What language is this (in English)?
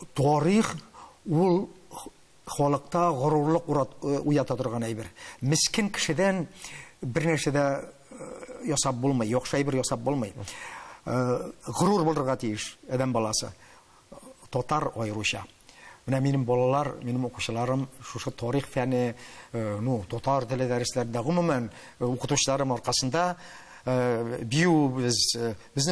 Tatar